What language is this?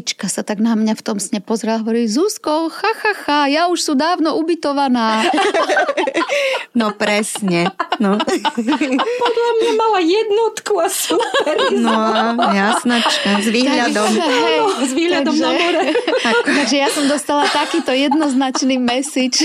Slovak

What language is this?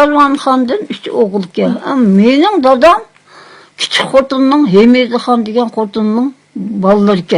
Uyghur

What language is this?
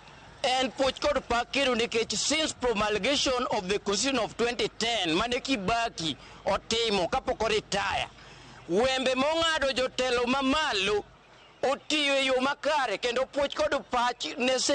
Luo (Kenya and Tanzania)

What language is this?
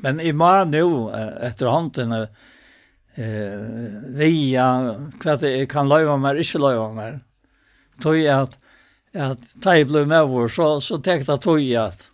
Faroese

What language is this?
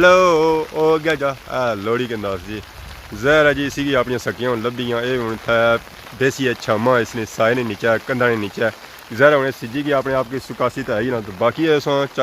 Pahari-Potwari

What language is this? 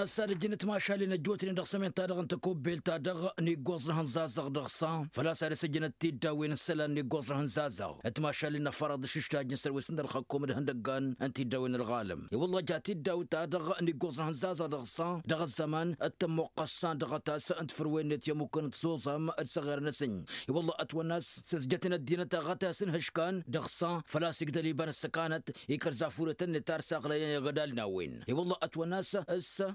Tamasheq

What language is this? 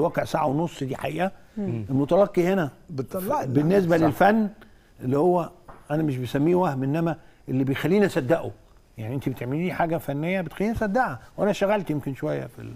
Egyptian Arabic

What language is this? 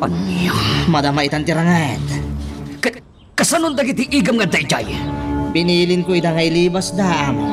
Iloko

